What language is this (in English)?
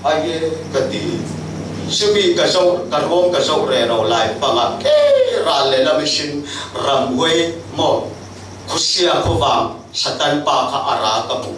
Falam Chin